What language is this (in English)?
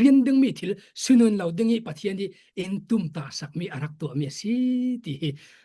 Falam Chin